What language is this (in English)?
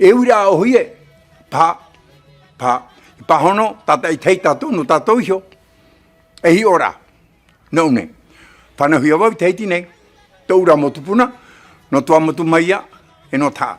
Tahitian